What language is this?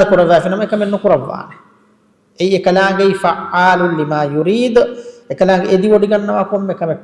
Divehi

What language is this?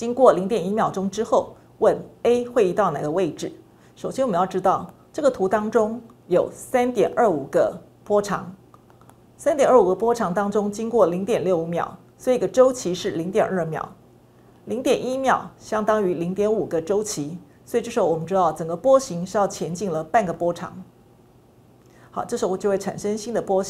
Chinese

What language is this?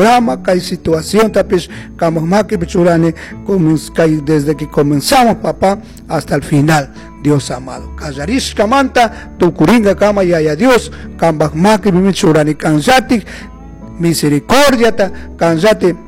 Chimborazo Highland Quichua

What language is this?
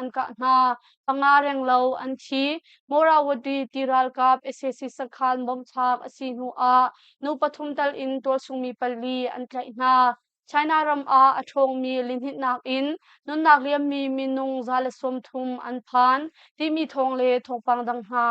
Hakha Chin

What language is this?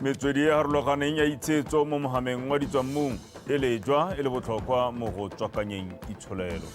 Tswana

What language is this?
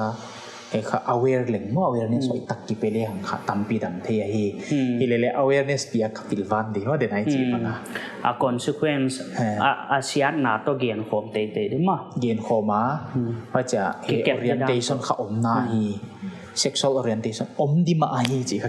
Paite Chin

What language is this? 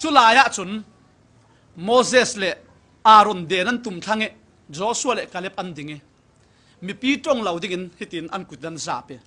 Falam Chin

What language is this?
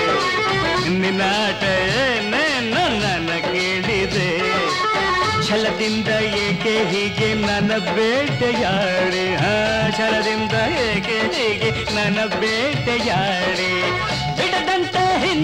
Kannada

